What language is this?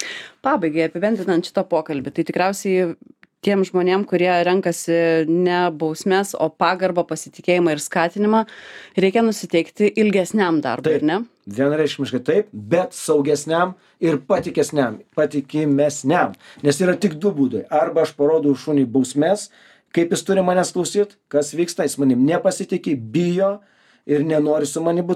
Lithuanian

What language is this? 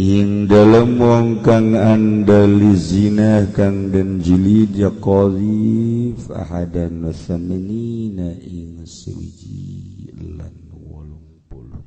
Sundanese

